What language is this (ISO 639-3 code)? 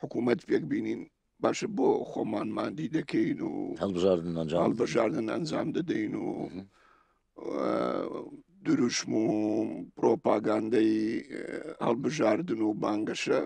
ckb